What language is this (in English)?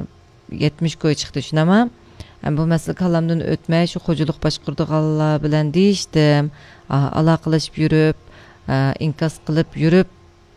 Uyghur